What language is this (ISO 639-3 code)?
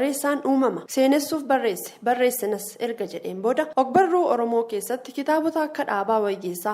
orm